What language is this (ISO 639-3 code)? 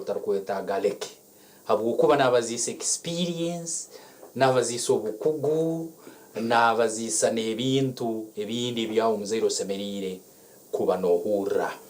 nyn